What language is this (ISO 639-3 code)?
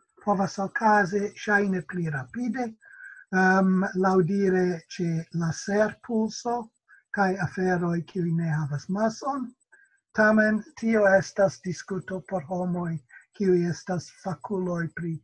epo